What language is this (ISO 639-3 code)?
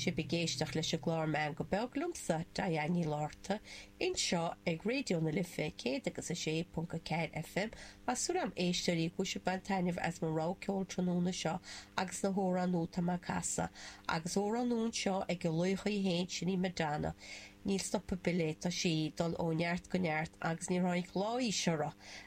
gle